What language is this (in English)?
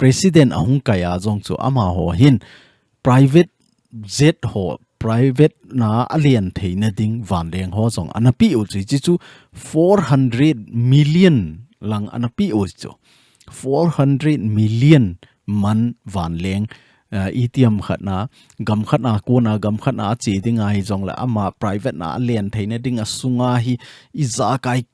Thado Chin